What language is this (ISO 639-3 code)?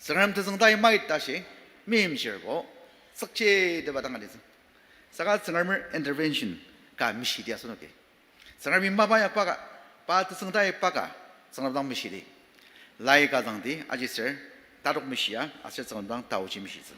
njo